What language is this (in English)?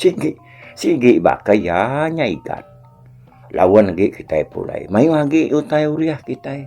Iban